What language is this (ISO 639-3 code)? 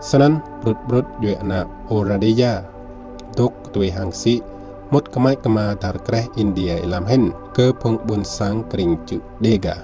rad